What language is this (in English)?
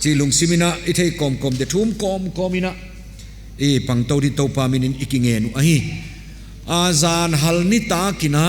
Paite Chin